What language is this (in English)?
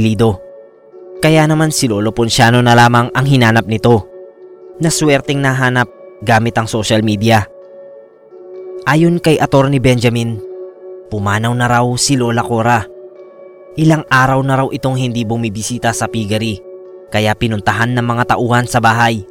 Filipino